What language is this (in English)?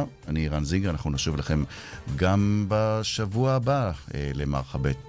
Hebrew